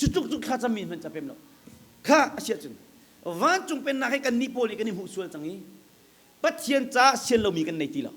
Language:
Hakha Chin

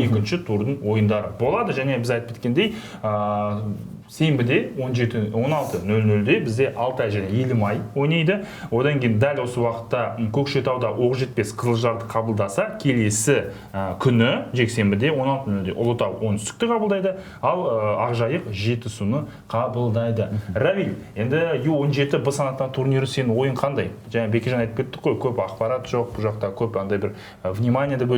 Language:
Kazakh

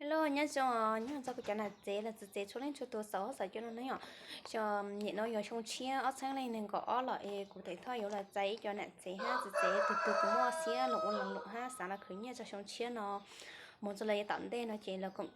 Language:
Hmong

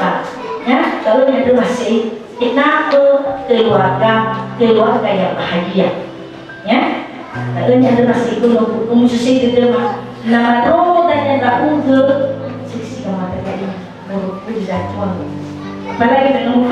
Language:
Nias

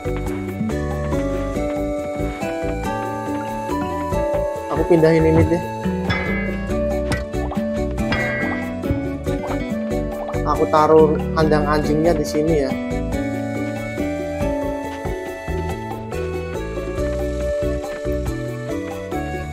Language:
Indonesian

